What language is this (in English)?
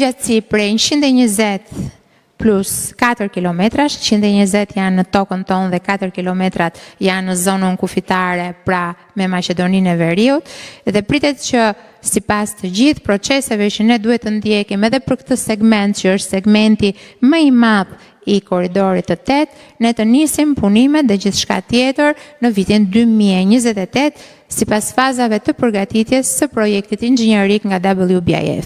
Albanian